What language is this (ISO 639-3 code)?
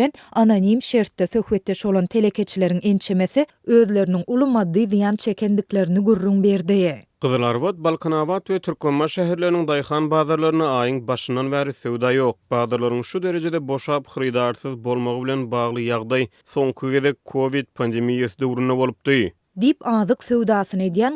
tuk